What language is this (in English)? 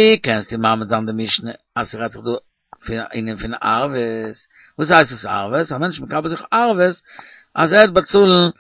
Yiddish